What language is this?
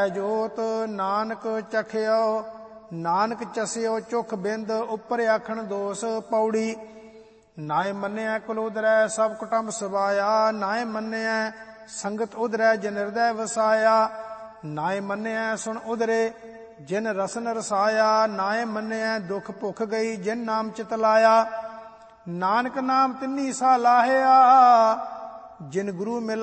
Punjabi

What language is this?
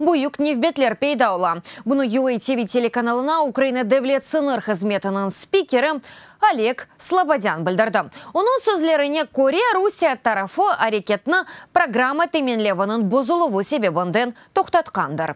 Crimean Tatar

